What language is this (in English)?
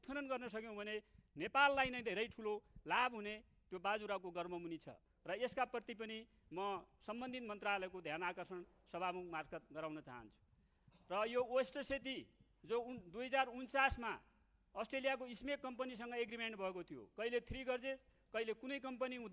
Nepali